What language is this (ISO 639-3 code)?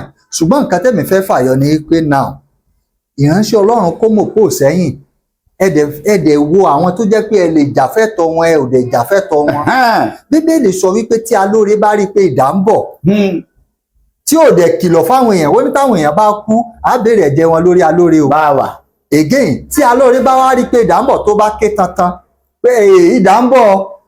yor